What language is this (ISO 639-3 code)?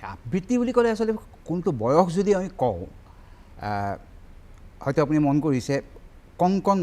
asm